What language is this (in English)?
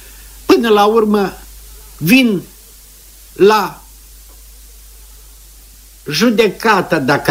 Romanian